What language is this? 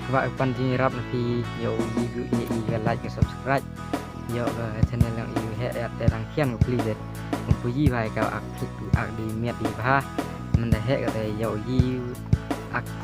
Khasi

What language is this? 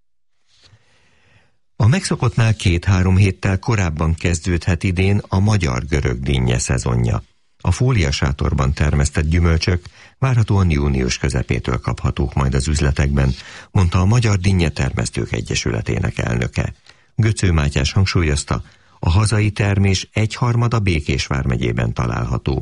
Hungarian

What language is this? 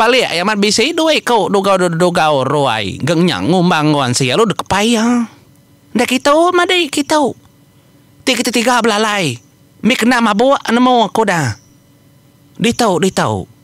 Iban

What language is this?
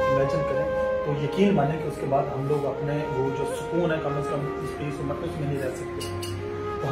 Hindi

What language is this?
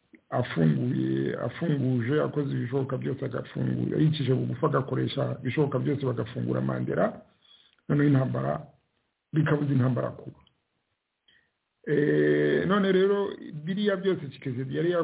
Kinyarwanda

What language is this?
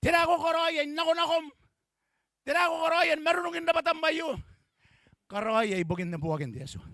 Gilbertese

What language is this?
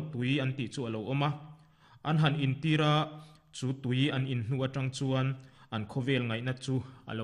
Mizo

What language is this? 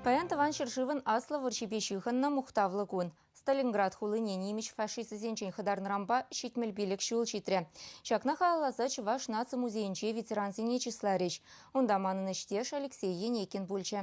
Chuvash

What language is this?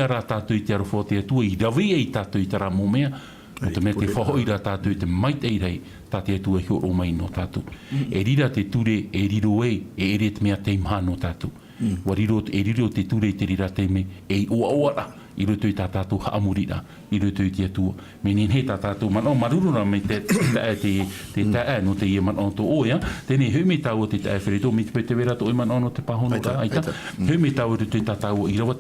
Tahitian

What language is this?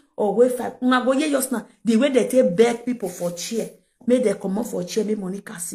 Nigerian Pidgin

